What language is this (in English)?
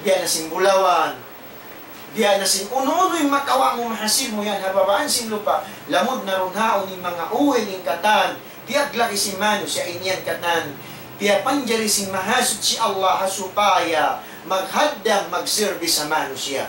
Tausug